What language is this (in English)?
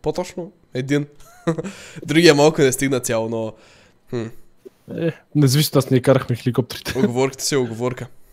Bulgarian